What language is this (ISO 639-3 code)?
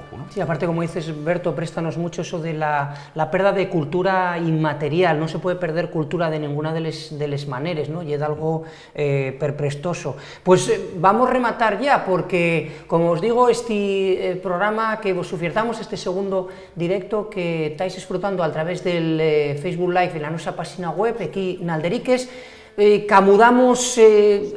ast